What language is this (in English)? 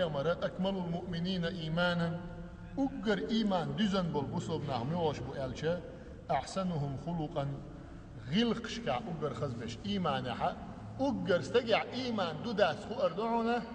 Chechen